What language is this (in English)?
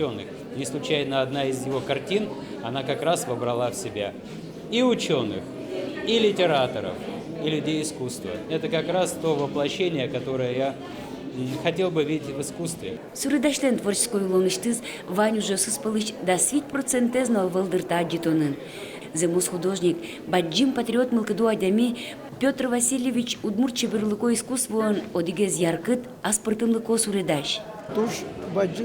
Udmurt